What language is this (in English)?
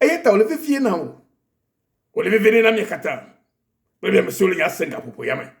Ewe